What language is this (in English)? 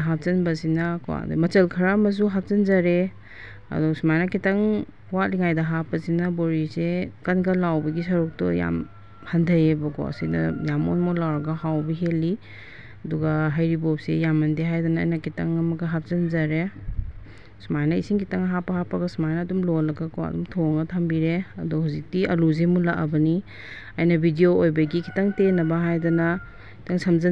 Manipuri